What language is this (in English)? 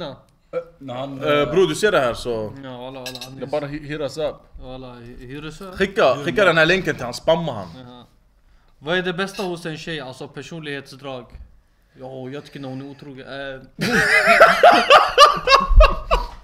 Swedish